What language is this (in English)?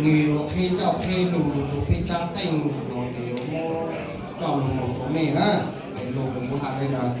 Hmong